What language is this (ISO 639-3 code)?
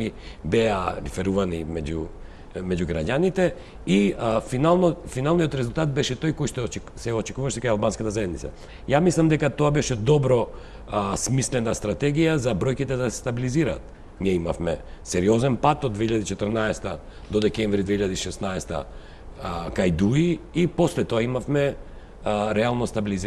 mkd